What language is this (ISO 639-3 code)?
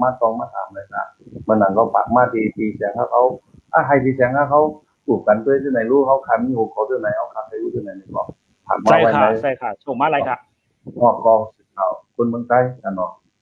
shn